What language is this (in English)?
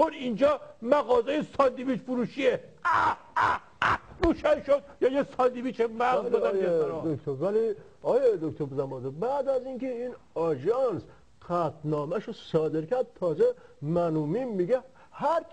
Persian